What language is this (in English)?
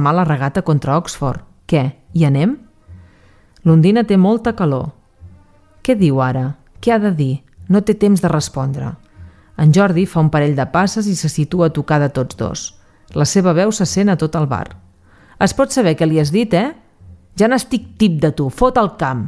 Catalan